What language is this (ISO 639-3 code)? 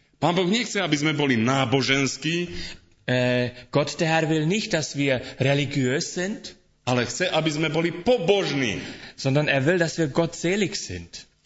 slk